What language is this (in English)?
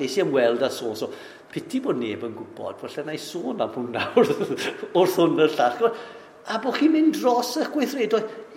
Welsh